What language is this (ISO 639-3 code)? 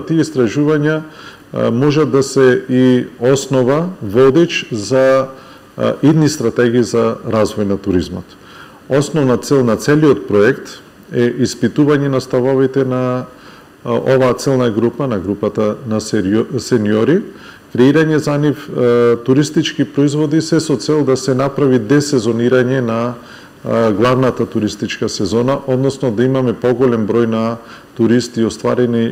mkd